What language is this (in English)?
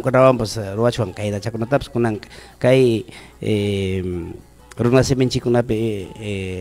Ayacucho Quechua